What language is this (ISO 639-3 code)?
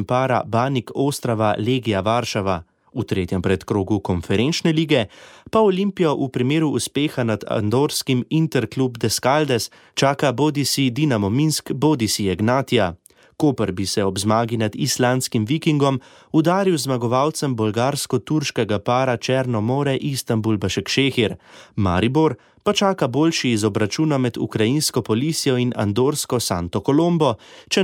slv